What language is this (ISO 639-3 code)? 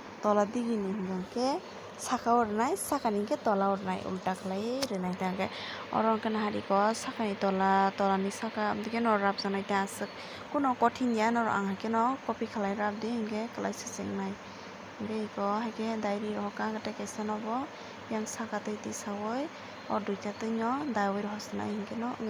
trp